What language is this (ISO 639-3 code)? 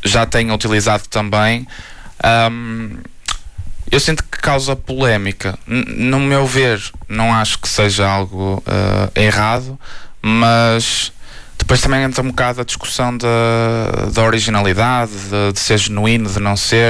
por